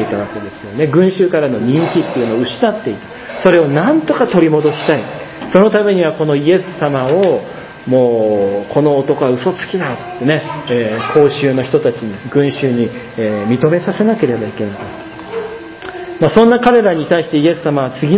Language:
Japanese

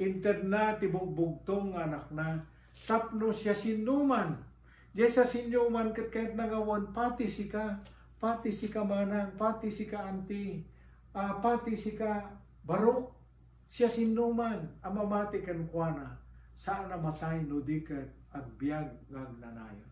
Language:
Iloko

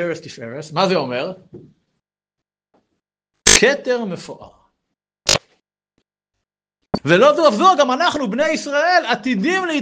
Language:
Hebrew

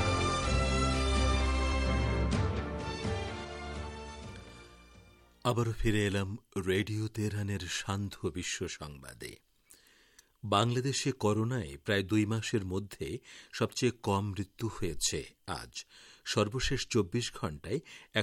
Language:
Bangla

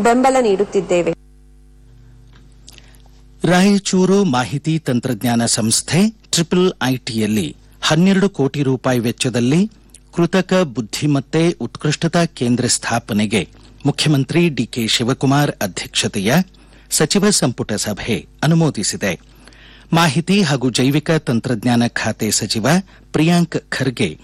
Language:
Kannada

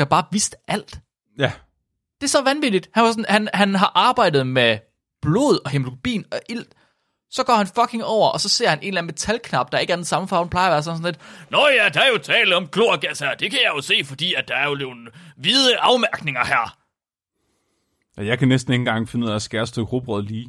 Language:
Danish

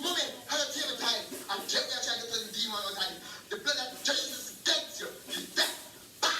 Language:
Jamaican Creole English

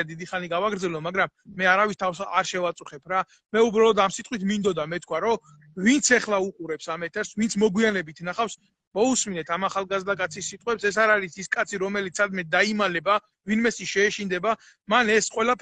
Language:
Georgian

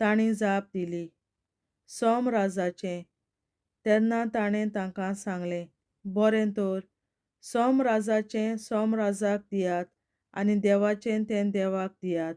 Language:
Konkani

